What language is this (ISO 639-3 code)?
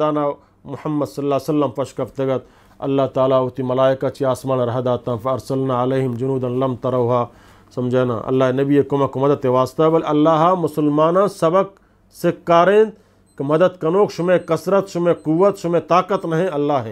bgp